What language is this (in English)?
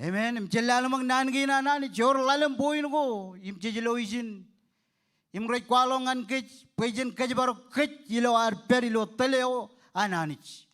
Marshallese